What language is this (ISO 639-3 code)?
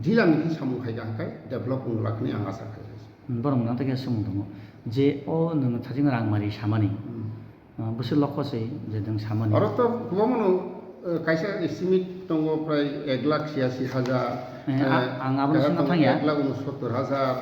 trp